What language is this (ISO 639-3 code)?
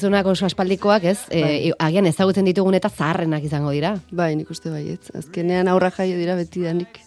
eus